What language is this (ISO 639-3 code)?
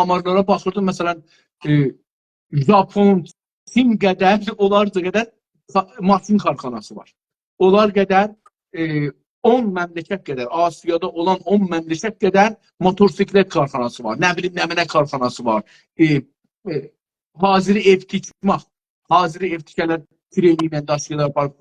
azb